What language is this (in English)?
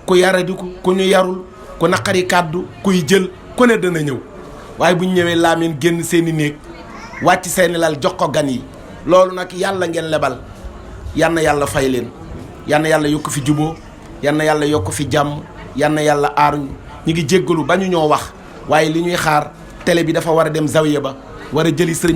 Wolof